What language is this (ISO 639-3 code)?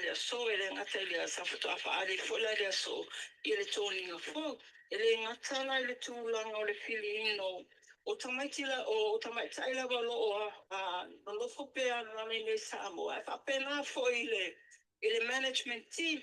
smo